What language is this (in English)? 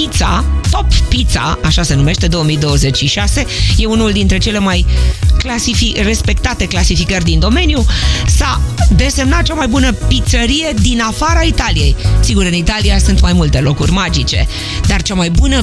Romanian